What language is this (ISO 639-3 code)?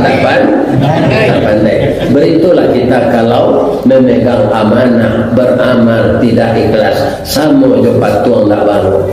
min